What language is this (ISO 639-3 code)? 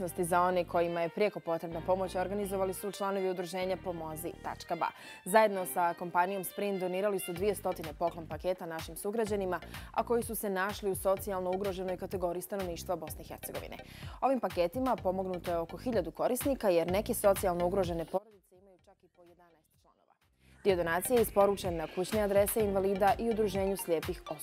bos